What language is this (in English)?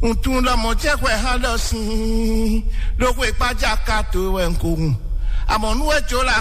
Fon